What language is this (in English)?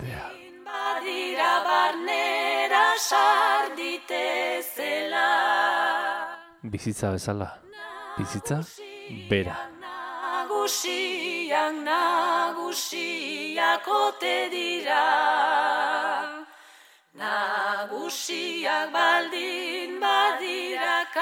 Basque